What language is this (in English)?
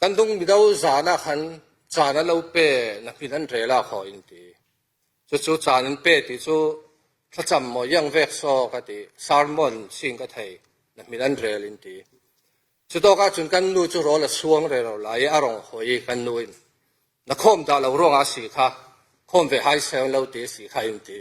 Falam Chin